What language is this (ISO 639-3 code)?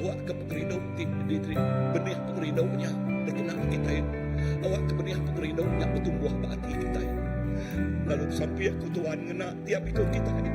iba